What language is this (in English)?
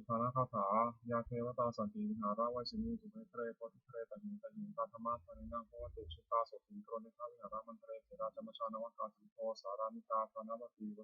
Pali